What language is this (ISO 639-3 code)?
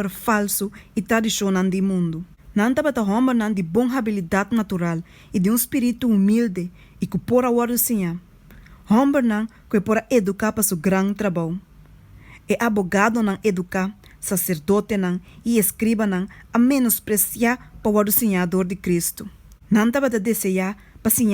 pap